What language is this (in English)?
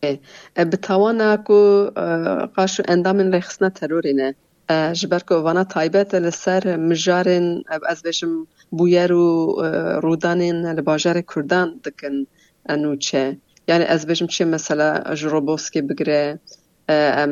Kurdish